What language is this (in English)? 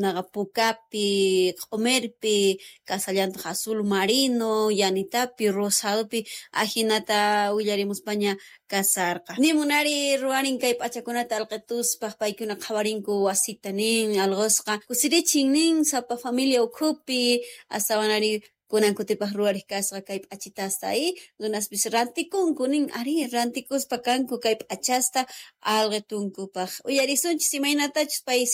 South Bolivian Quechua